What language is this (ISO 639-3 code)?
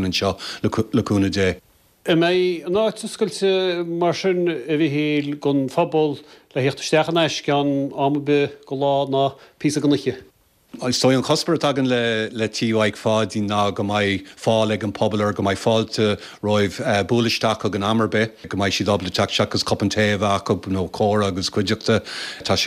gle